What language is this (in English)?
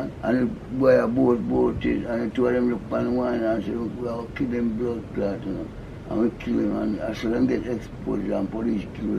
Jamaican Creole English